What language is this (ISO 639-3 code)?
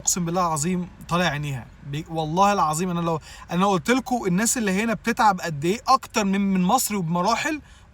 arz